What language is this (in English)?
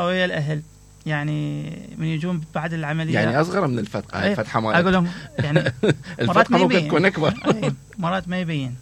Mesopotamian Arabic